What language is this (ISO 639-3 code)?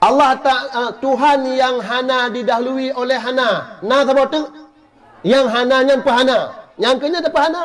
ace